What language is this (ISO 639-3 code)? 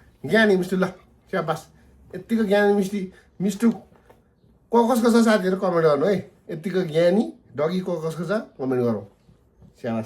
nep